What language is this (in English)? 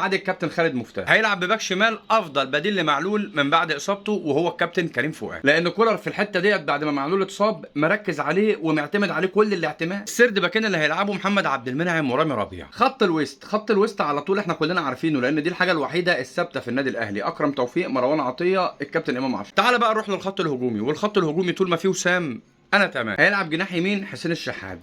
Egyptian Arabic